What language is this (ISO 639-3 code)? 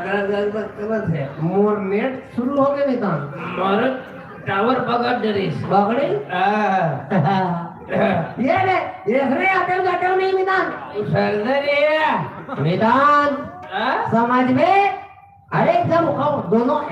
hne